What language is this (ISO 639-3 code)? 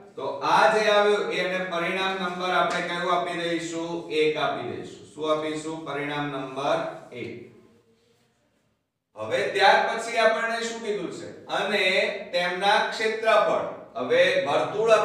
guj